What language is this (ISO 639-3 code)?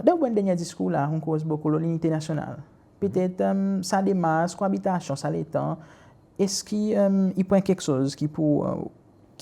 crs